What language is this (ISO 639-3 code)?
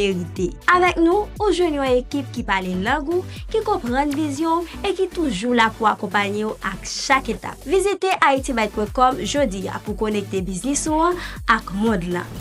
hat